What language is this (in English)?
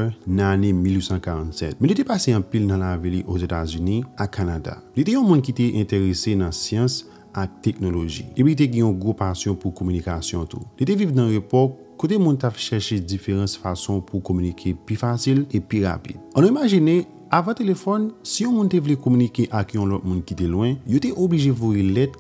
Haitian Creole